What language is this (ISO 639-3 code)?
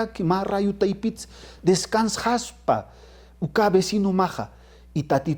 aym